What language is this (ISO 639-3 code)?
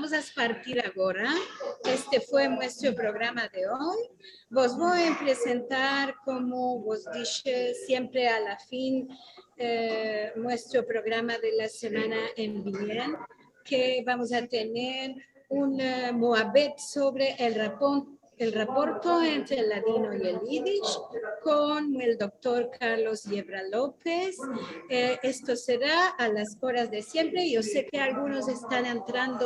lad